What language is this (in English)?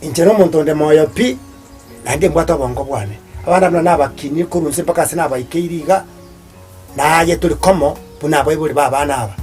Gusii